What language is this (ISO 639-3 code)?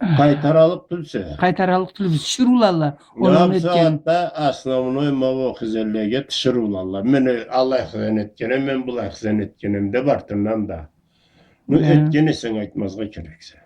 krc